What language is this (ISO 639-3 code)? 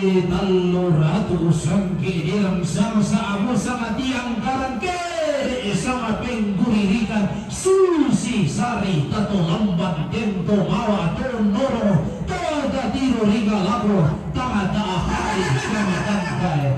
sda